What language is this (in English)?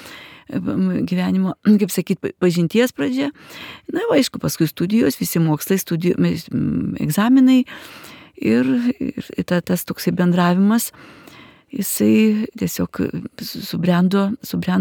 Lithuanian